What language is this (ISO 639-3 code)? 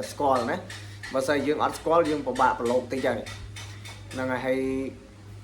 khm